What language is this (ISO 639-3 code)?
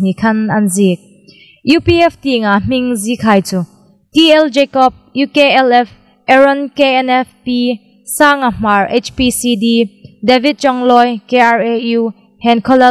hmr